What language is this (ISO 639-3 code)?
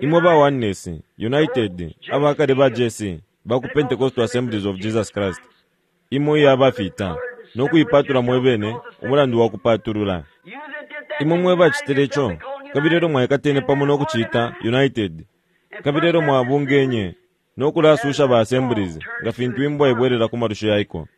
bem